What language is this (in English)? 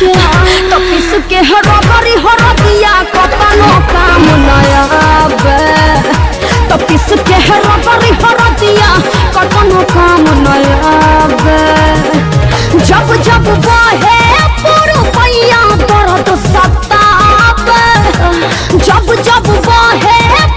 Bhojpuri